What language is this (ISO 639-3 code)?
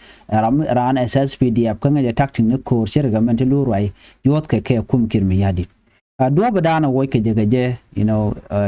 nus